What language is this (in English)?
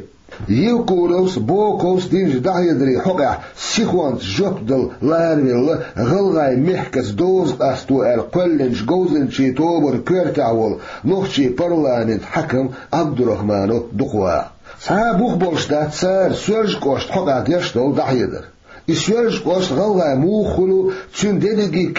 Chechen